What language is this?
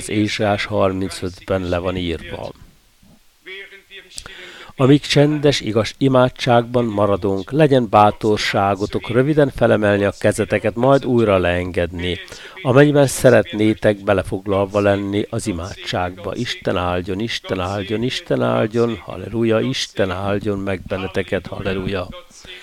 Hungarian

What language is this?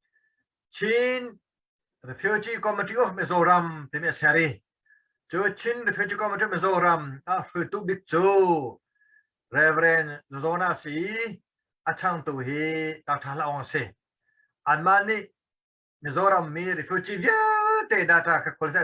Hakha Chin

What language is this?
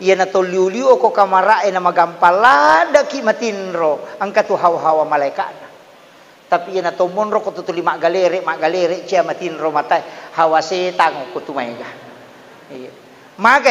Buginese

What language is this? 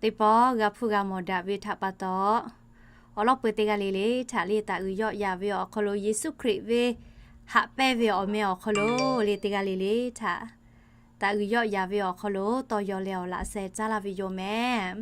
Lahu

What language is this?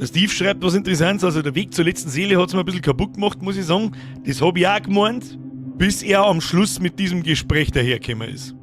Bavarian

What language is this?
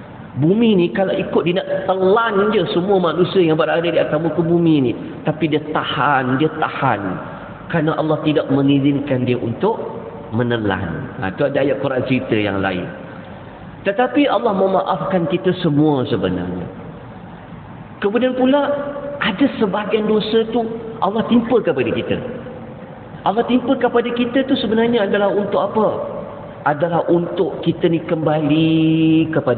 Malay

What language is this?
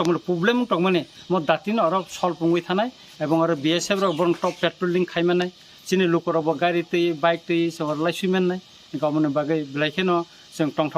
Kok Borok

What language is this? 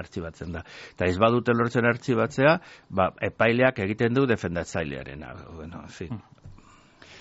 Basque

